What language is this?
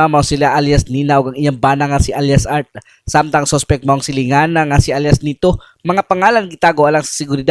Cebuano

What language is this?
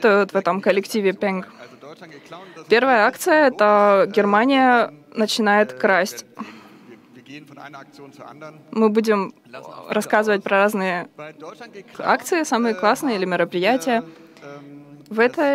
Russian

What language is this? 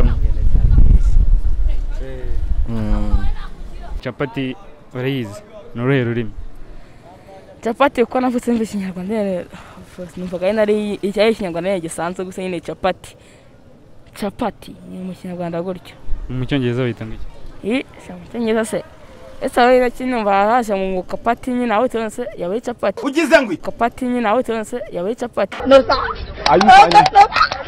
Kinyarwanda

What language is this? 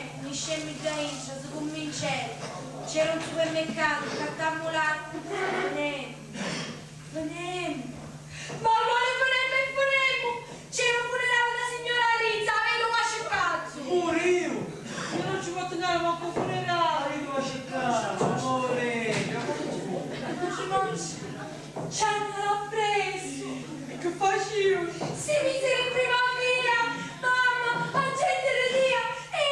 Sicilian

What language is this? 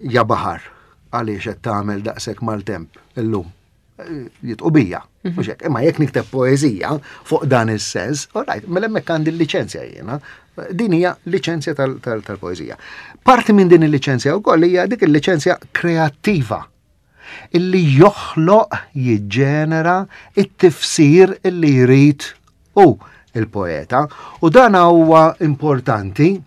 Maltese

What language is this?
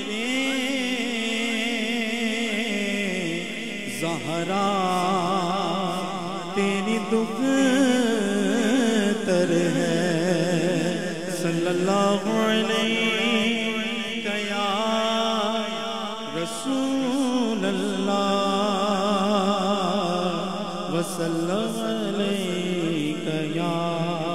Urdu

